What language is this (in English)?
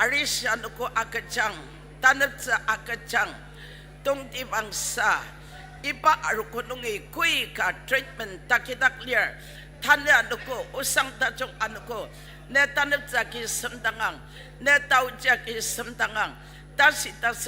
Ao Naga